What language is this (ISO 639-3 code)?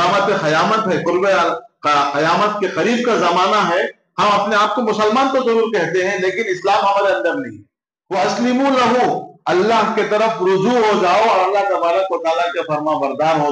urd